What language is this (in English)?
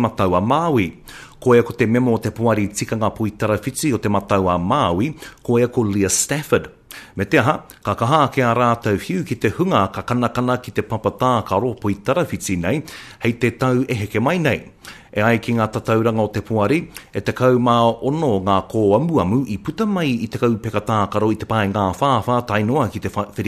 Māori